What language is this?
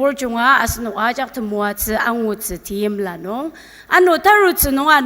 Ao Naga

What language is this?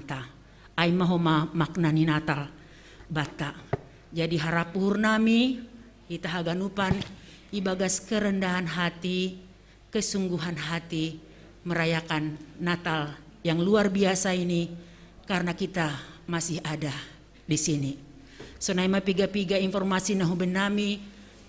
Batak Simalungun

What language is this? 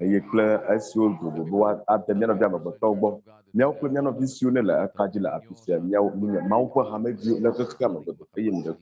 Ewe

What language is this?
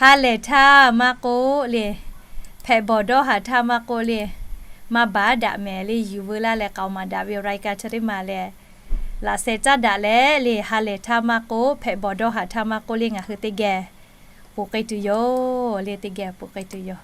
Lahu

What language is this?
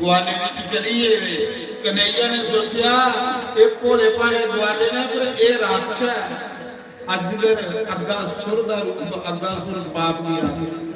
Dogri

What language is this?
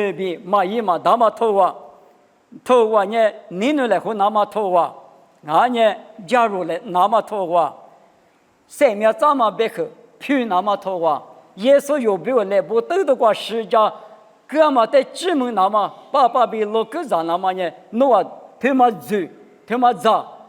Lisu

